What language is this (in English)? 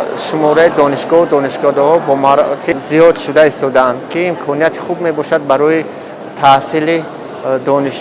Tajik